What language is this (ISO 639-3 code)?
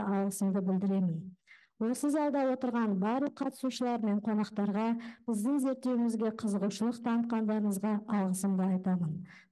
kaz